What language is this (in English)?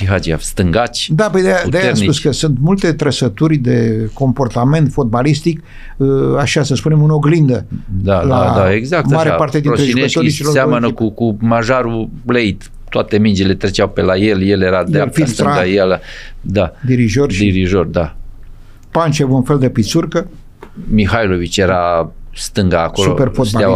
Romanian